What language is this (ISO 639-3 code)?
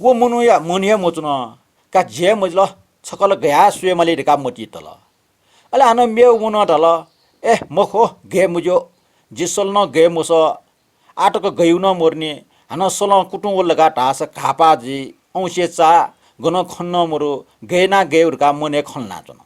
new